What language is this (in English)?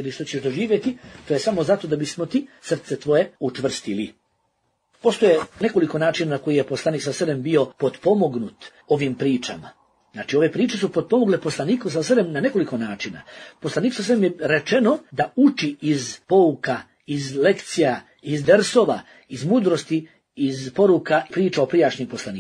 Bosnian